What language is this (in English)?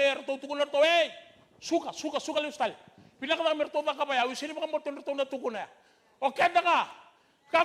Fijian